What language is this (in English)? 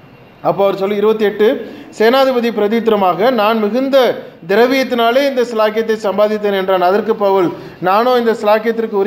Tamil